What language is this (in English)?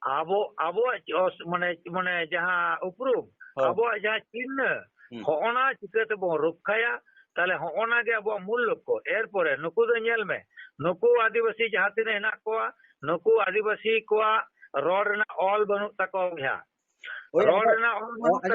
Santali